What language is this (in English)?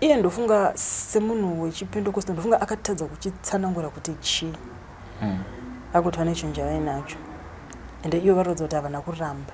Shona